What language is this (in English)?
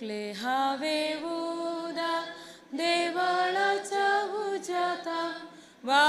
Konkani